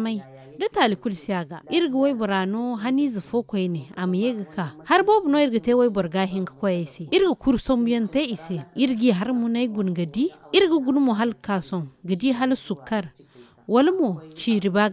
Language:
Zarma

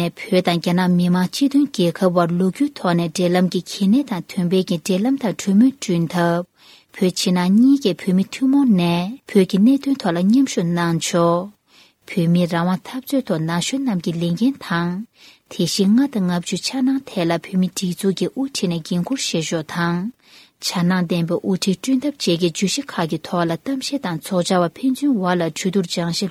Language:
Tibetan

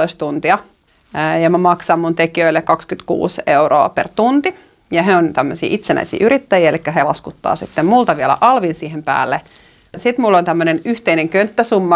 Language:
Finnish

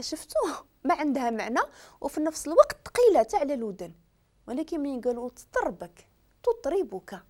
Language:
Moroccan Arabic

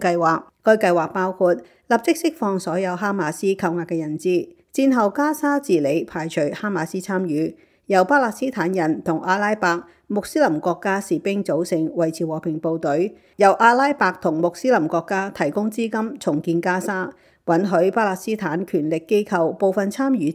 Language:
Cantonese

